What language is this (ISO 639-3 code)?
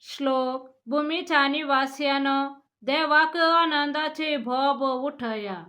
kok